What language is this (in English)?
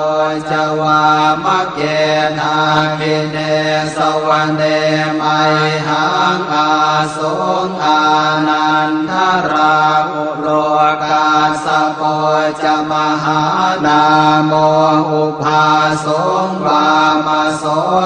Pali